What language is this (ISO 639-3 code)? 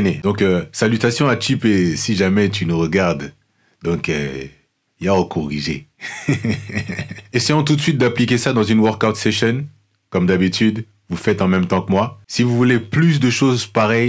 fra